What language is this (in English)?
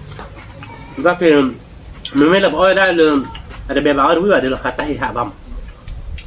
S'gaw Karen